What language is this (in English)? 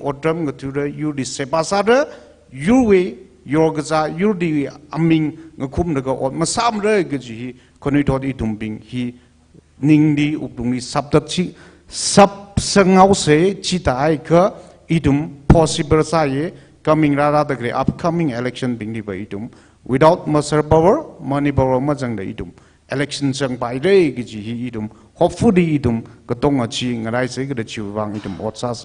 Tangkhul Naga (India)